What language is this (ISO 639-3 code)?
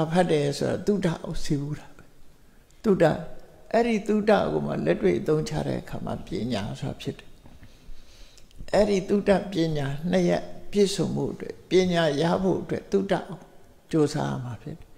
mya